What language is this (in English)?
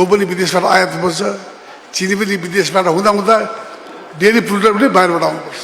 Nepali